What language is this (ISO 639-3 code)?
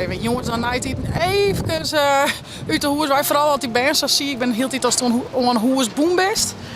fry